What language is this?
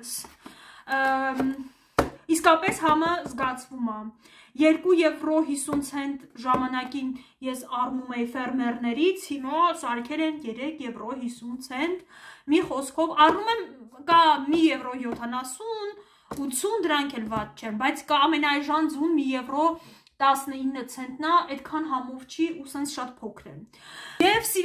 Armenian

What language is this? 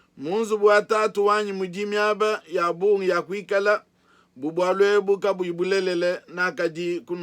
Luba-Lulua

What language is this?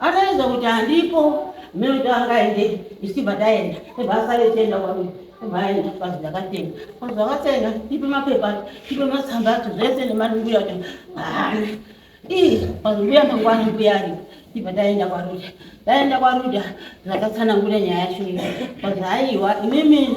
Shona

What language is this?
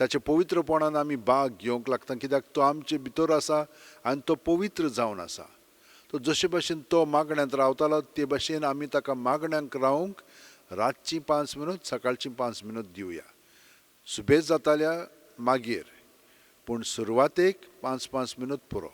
Konkani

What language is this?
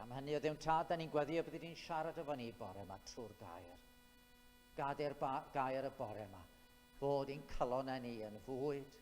Welsh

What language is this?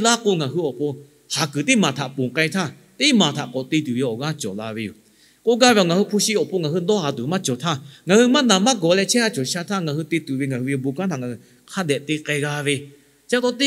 Lahu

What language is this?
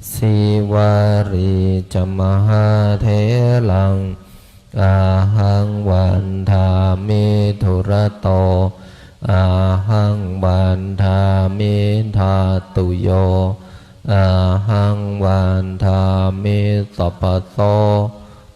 Pali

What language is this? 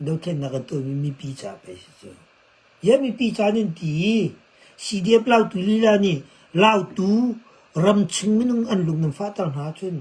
Hakha Chin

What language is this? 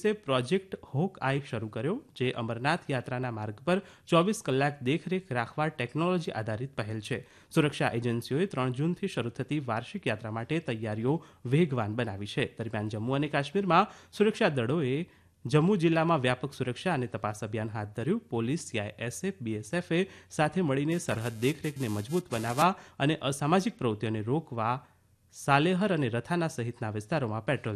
Gujarati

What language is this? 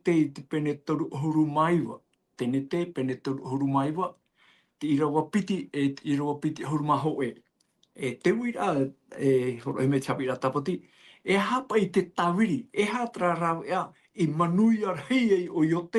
Tahitian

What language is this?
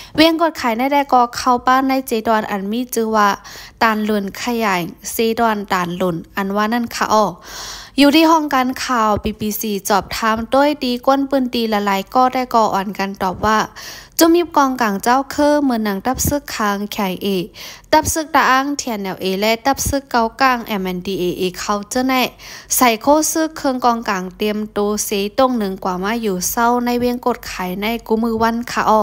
Shan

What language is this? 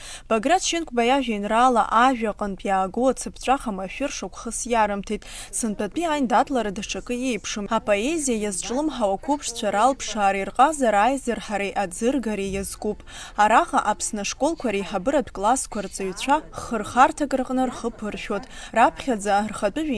Abkhazian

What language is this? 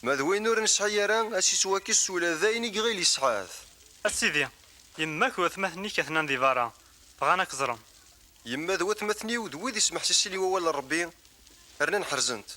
Kabyle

